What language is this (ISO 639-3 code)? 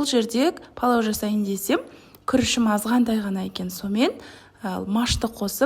kaz